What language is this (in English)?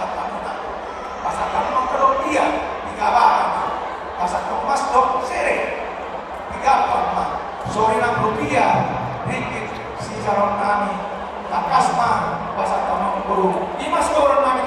Batak Toba